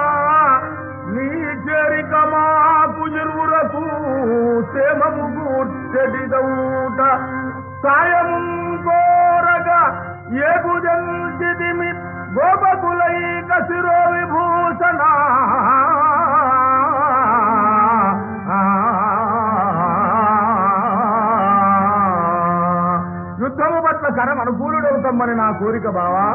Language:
Telugu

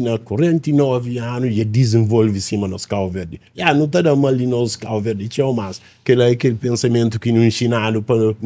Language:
Kabuverdianu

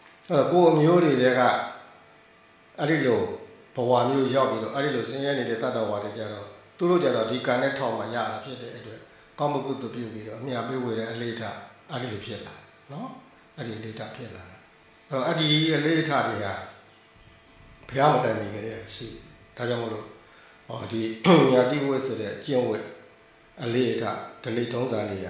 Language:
Burmese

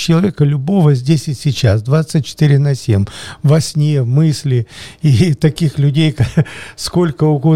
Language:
Russian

